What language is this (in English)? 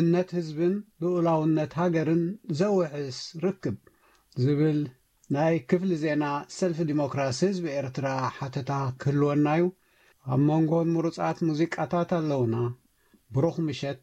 Tigrinya